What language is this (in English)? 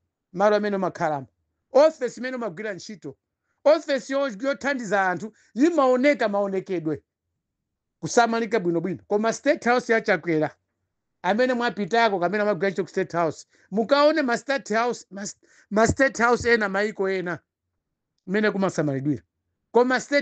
Nyanja